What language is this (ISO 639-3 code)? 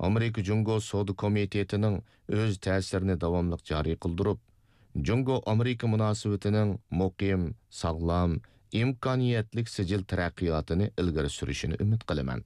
uig